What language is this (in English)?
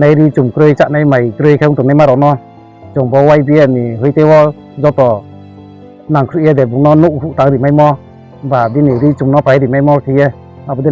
Riang (India)